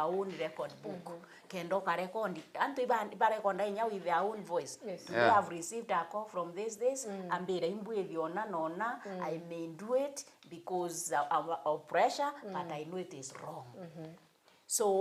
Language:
Meru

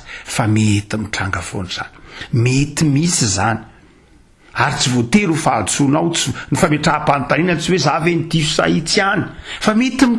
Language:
Malagasy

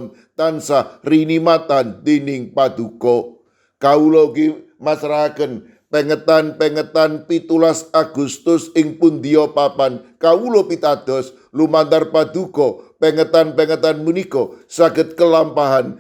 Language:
Javanese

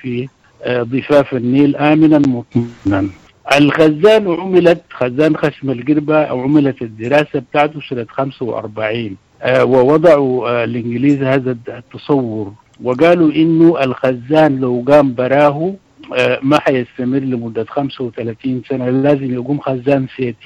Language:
Sudanese Arabic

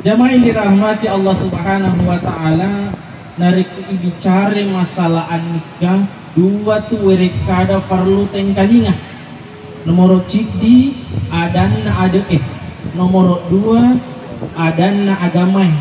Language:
Buginese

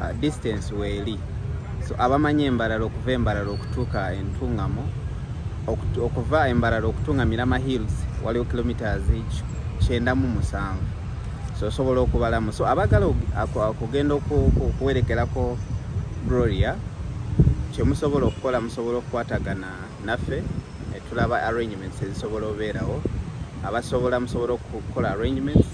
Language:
Ganda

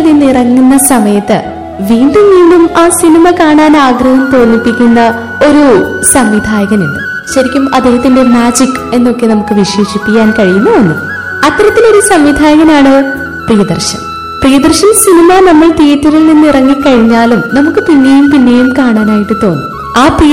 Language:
Malayalam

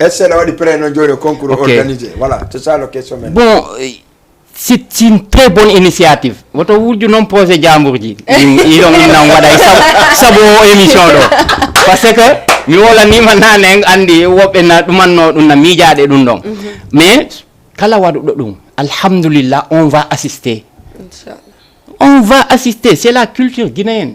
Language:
Fula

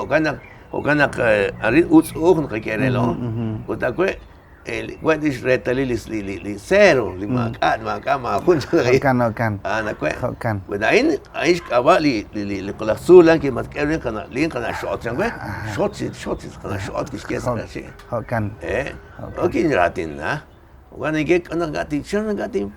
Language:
Kekchí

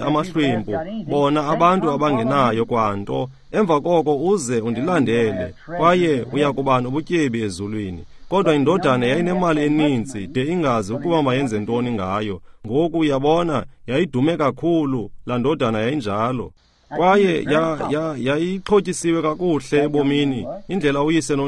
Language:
Xhosa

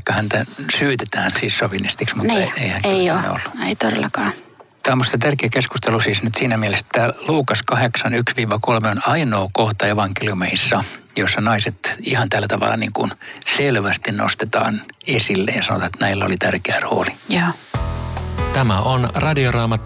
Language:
Finnish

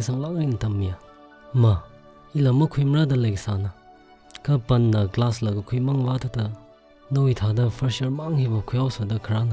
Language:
Tangkhul Naga (India)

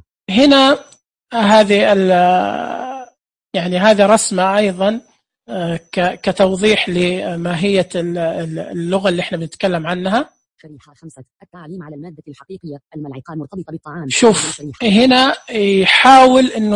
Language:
Najdi Arabic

